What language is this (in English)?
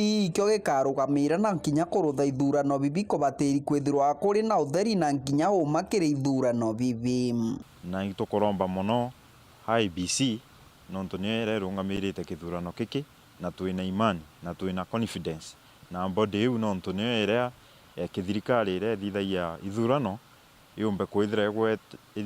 Meru